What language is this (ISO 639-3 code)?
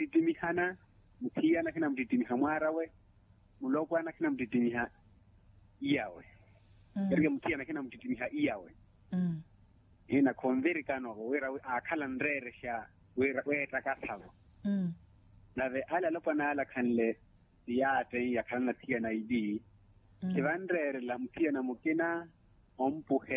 vmw